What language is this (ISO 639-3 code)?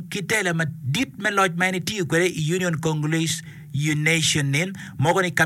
ach